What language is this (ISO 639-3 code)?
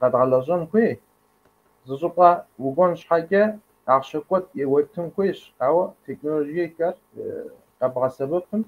kbd